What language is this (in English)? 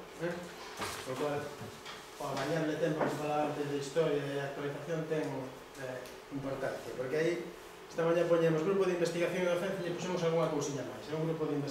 Galician